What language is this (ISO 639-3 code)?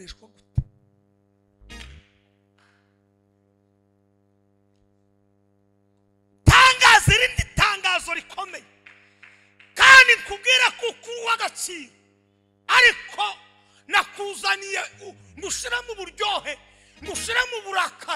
kin